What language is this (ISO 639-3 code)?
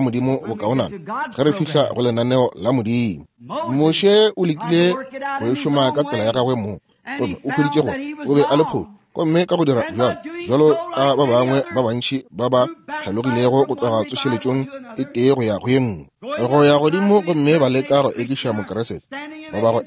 nso